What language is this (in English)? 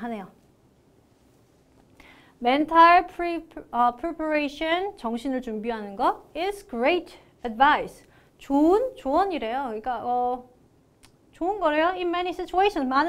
Korean